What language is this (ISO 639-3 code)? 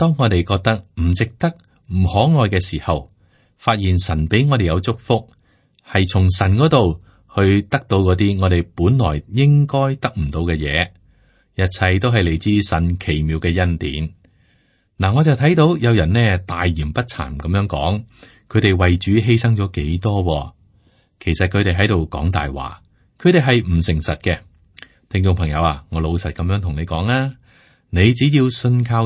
yue